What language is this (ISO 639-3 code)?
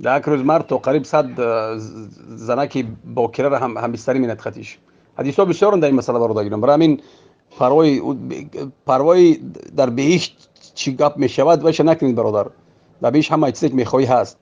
tgk